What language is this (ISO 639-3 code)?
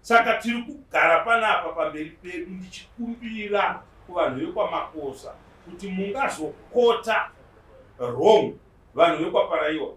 sna